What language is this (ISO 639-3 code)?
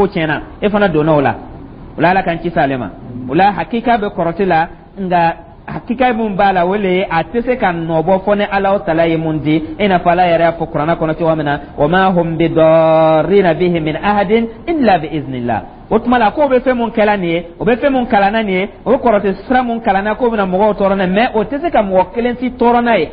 dyu